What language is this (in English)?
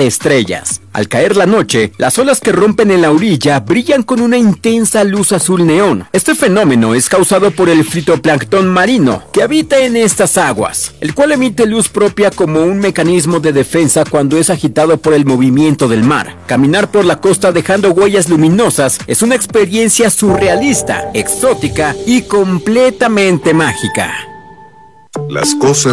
Spanish